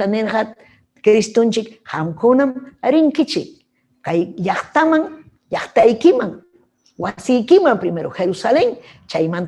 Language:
Ayacucho Quechua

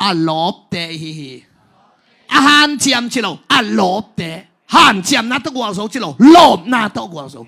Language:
Tedim Chin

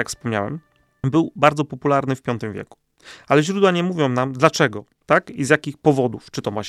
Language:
Polish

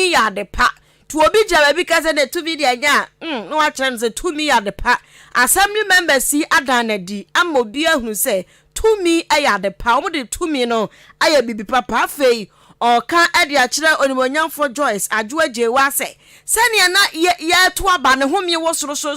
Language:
Akan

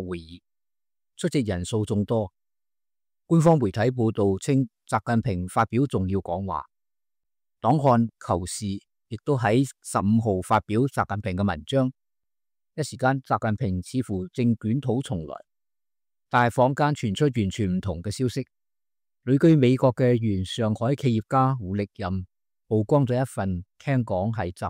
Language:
Cantonese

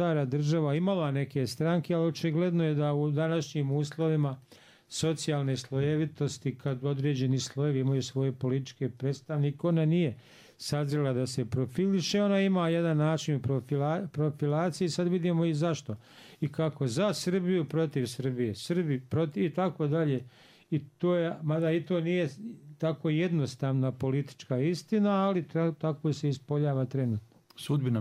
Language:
Bosnian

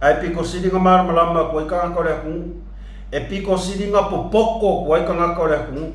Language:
Samoan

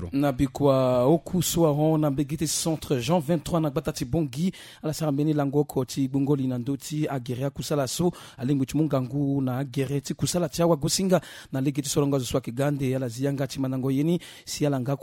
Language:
Sango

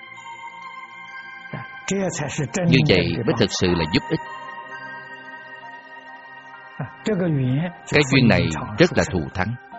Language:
Vietnamese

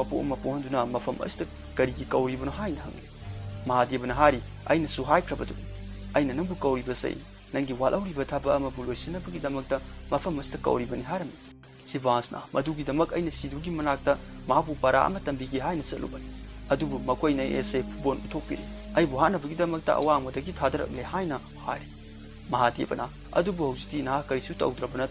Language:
Manipuri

